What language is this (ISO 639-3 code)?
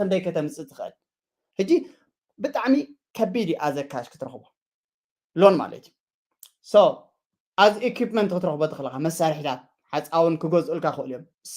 tir